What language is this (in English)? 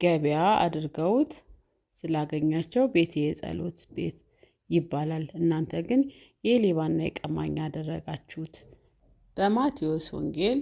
Amharic